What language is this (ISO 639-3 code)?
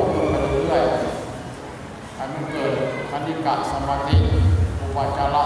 lao